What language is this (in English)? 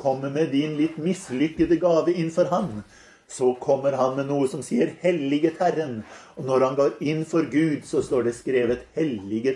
Norwegian